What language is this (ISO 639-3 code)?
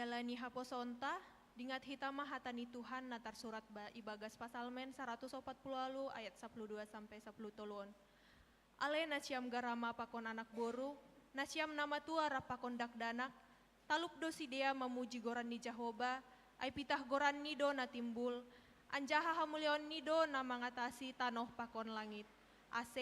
bts